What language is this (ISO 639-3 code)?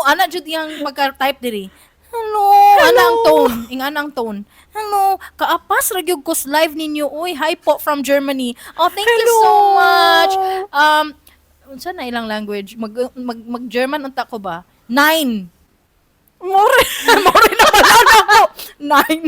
ceb